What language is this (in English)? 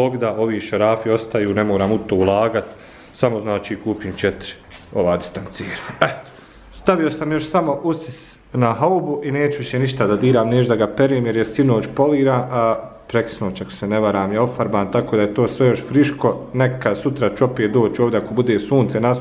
Bosnian